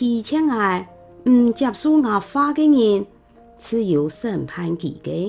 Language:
Hakka Chinese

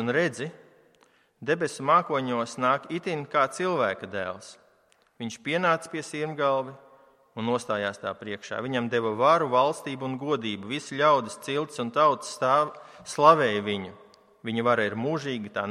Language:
Latvian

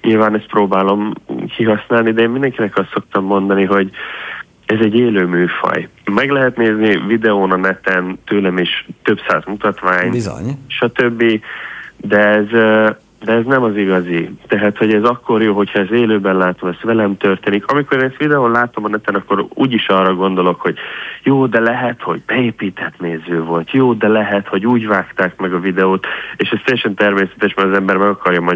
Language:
Hungarian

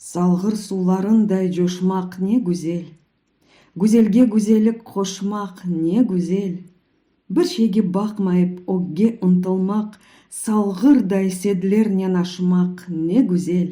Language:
Crimean Tatar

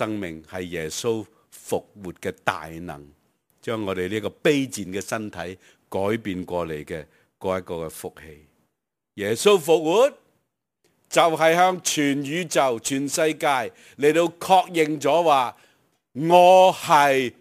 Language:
Cantonese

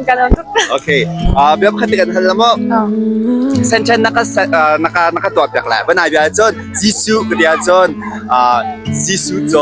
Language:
Hakha Chin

